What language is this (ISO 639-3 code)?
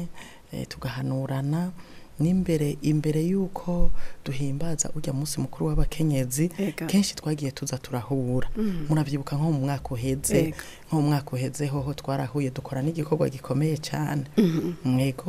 run